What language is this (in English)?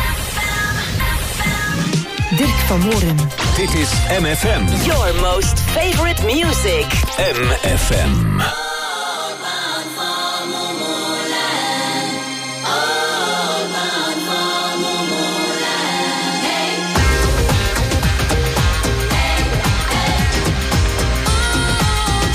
Dutch